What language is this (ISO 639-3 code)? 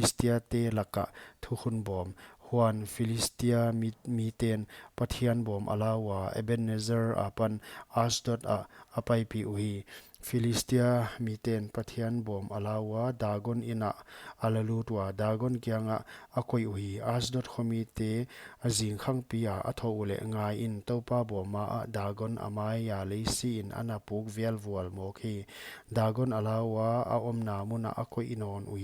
pck